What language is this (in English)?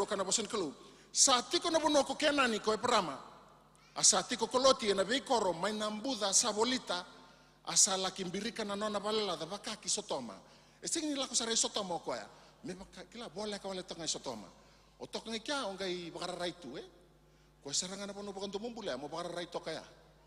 Fijian